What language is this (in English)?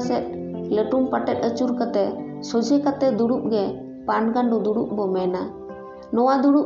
Santali